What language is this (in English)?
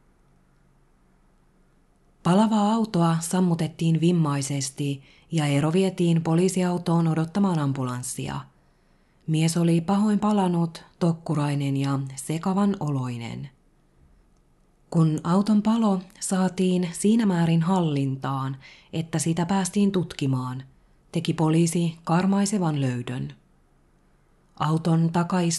Finnish